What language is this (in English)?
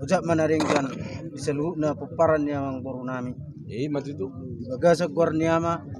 Batak Toba